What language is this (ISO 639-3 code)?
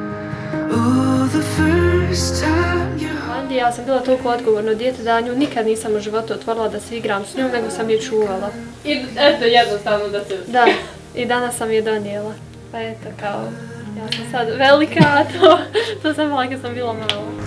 bos